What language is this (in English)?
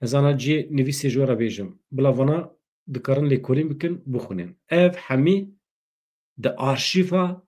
Kurdish